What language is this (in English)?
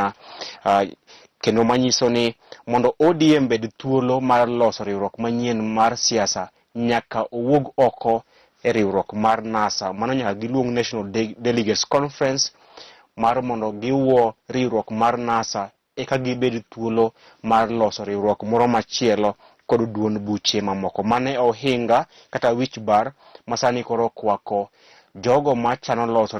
Luo (Kenya and Tanzania)